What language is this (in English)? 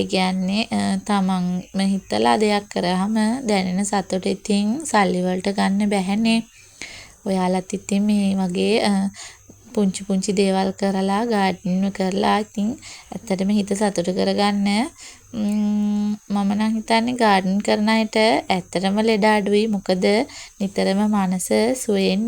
Sinhala